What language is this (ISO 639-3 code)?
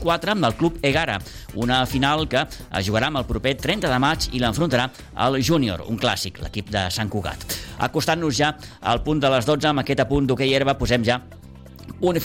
cat